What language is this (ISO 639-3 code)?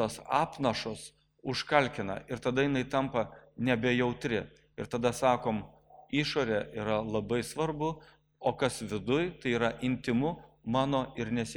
lit